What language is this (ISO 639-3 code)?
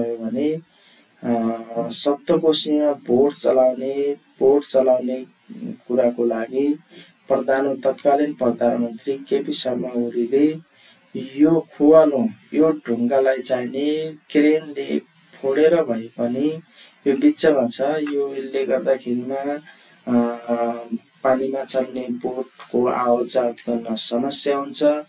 nep